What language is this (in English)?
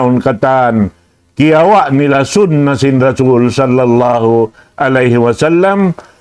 Tausug